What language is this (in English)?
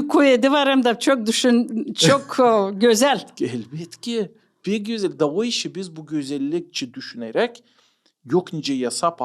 Gagauz